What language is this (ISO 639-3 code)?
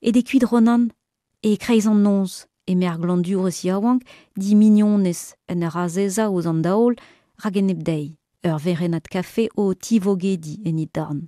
bre